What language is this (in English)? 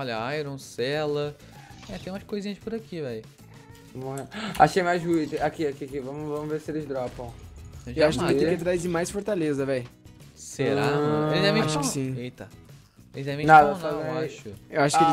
Portuguese